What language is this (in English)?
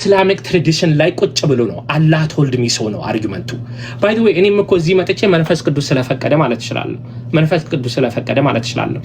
Amharic